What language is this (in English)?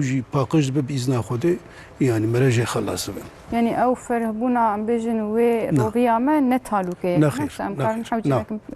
Kurdish